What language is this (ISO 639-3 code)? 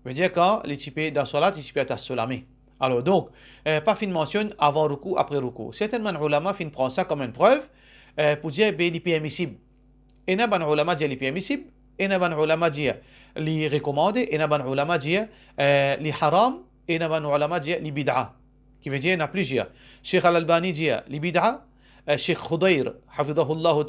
mfe